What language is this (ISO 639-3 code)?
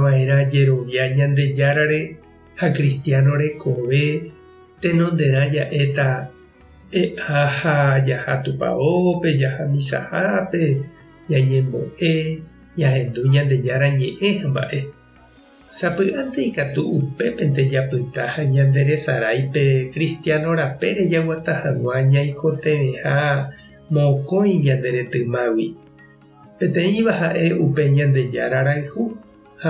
grn